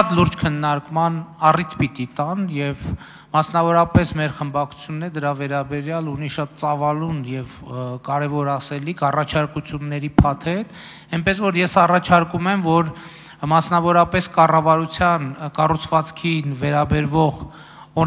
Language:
Armenian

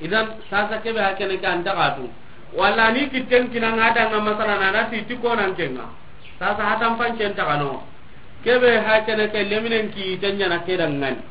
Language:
Soninke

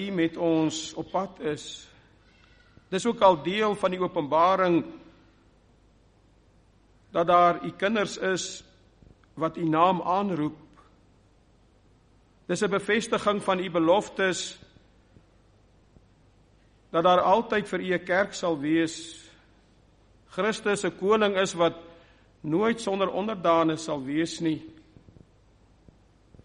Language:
Afrikaans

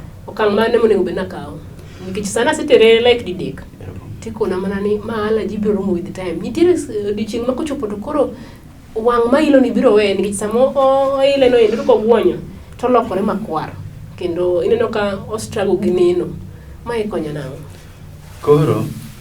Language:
Luo (Kenya and Tanzania)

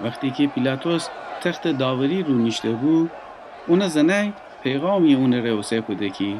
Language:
Gilaki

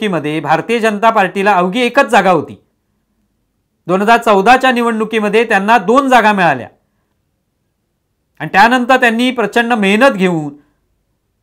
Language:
Marathi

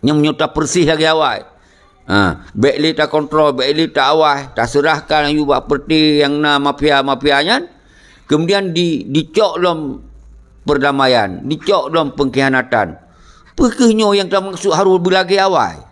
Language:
Achinese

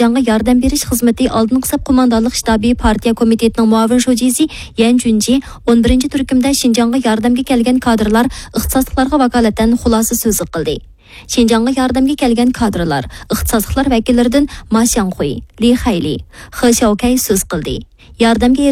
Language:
Uyghur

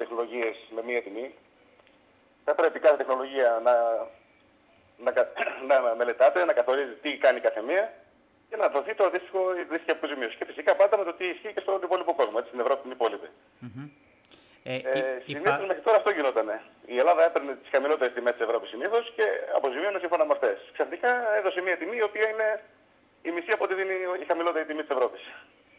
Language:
Greek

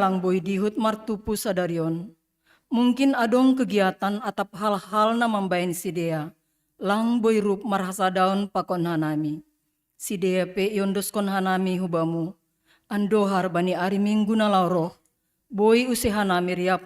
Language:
Batak Simalungun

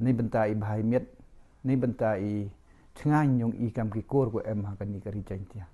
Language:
Pnar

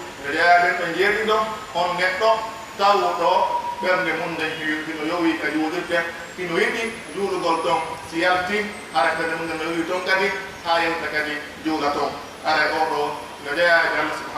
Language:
Pular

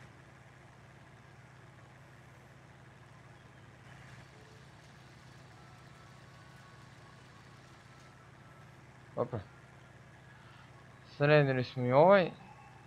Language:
Croatian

